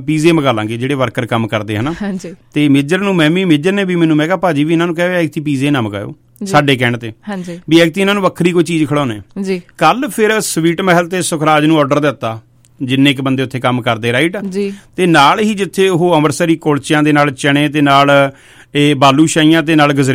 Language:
Punjabi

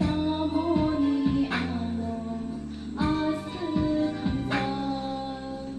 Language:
Kok Borok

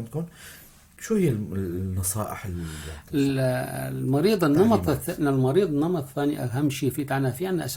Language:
North Levantine Arabic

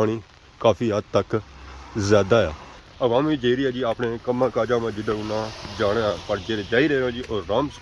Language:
Pahari-Potwari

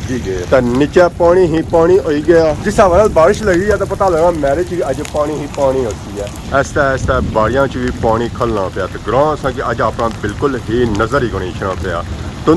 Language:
Pahari-Potwari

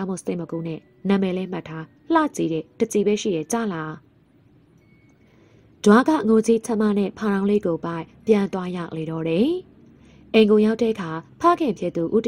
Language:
Burmese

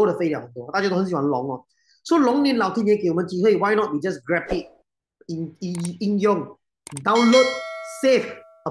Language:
Chinese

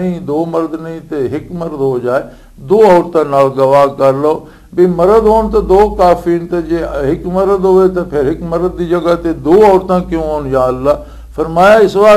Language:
Western Panjabi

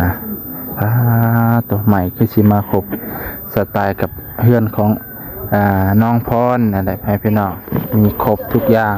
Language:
Lao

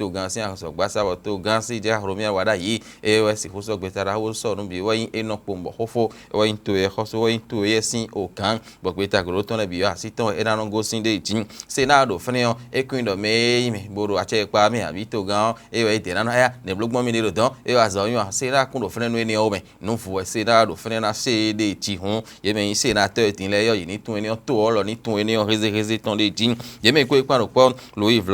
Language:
Fon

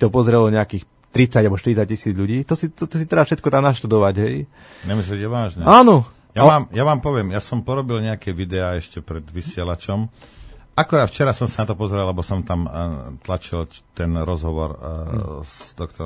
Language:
Slovak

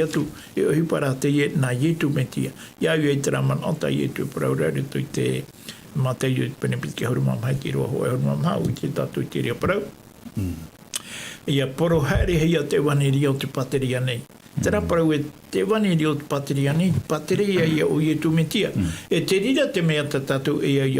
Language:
Tahitian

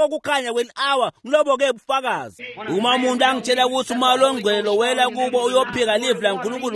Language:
Swati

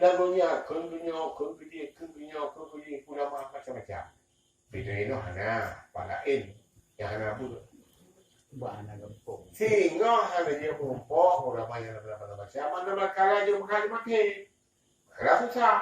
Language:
Achinese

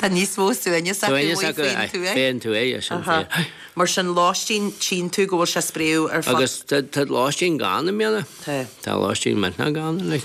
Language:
Irish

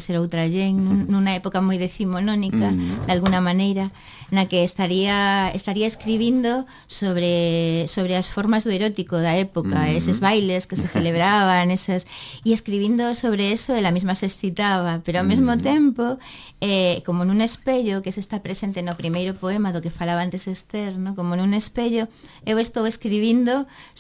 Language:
Galician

